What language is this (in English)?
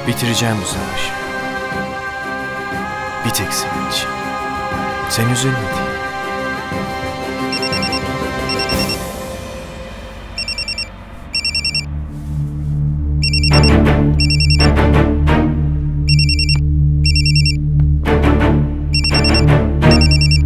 Turkish